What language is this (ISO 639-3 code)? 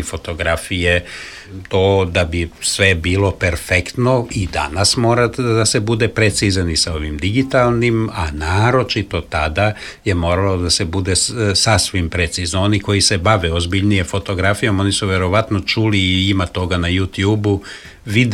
srp